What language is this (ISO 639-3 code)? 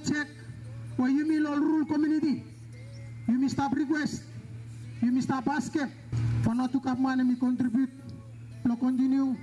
bis